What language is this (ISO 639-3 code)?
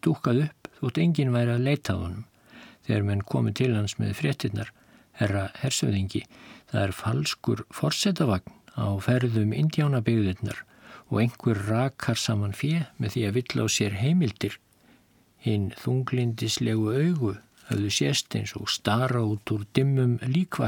isl